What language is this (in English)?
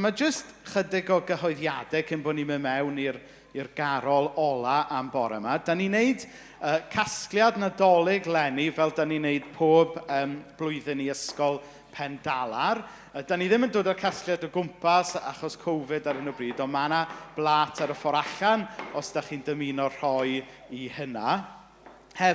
Welsh